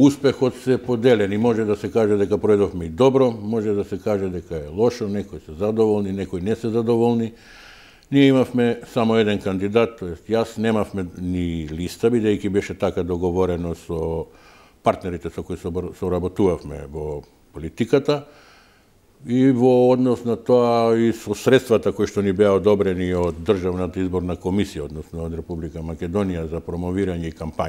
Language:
Macedonian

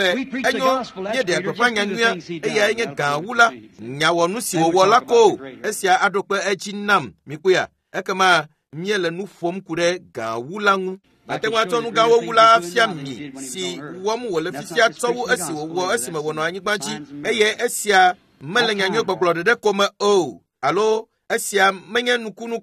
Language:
Ewe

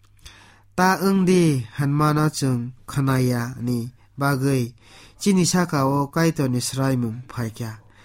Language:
Kok Borok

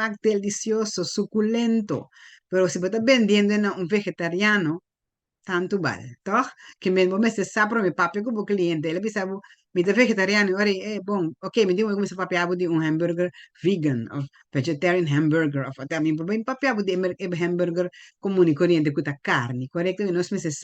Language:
Papiamento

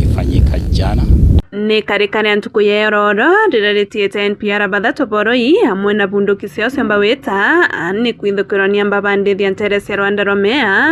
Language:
Meru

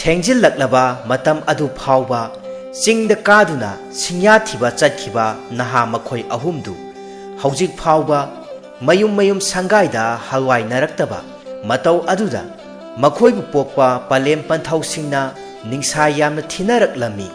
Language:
Manipuri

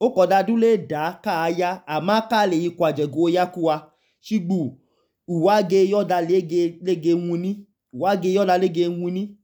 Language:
Idoma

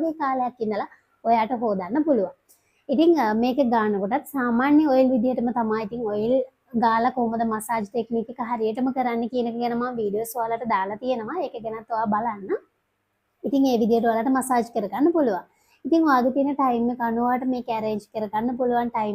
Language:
Sinhala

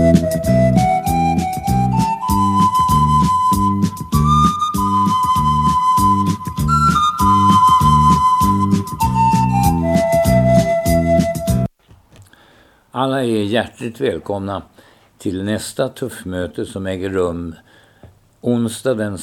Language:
Swedish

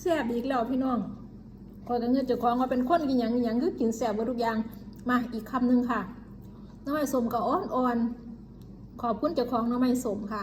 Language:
Northeastern Thai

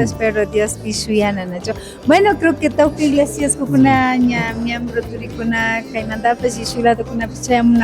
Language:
Imbabura Highland Quichua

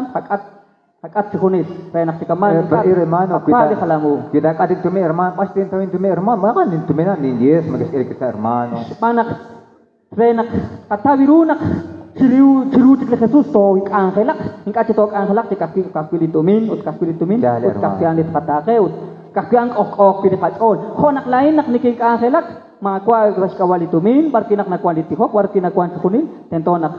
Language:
Kekchí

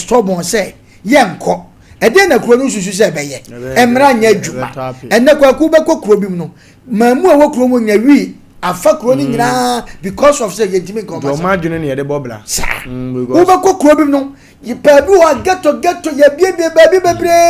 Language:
Akan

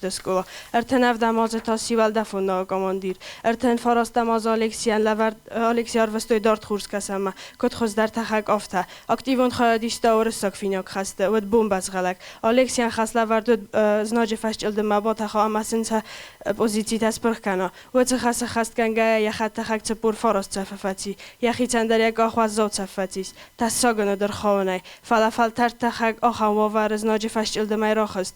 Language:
Ossetic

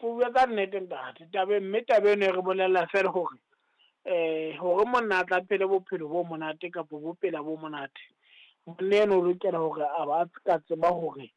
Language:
Southern Sotho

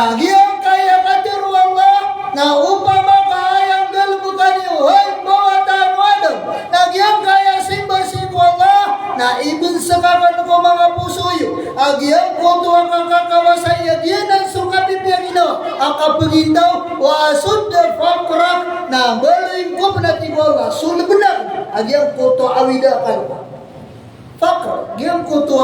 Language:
Maranao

